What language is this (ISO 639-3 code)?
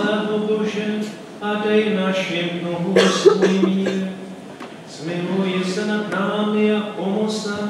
ces